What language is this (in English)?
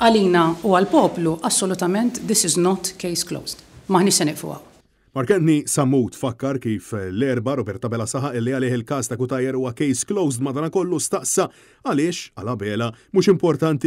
Maltese